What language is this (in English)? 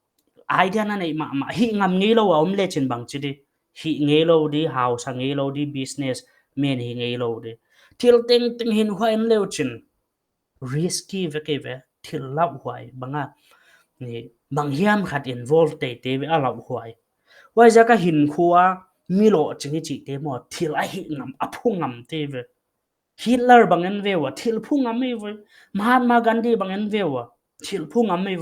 Paite Chin